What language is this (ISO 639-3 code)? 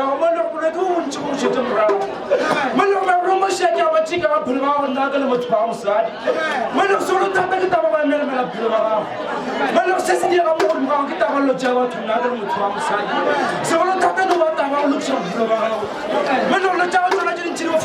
nso